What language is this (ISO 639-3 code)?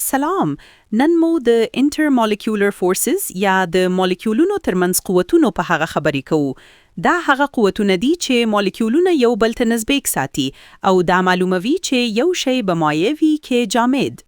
pus